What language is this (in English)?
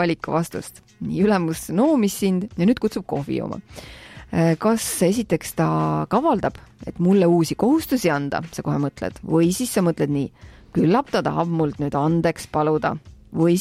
Estonian